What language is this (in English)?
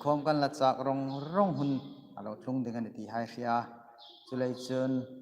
Hmar